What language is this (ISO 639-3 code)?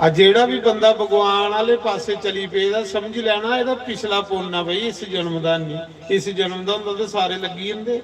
doi